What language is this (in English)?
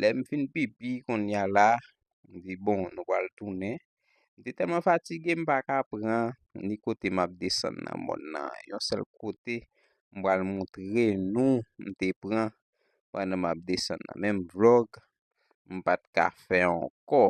Haitian Creole